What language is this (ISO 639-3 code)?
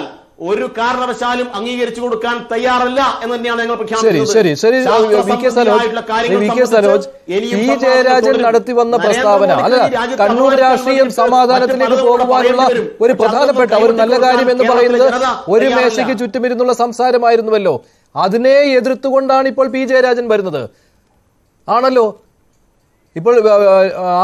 mal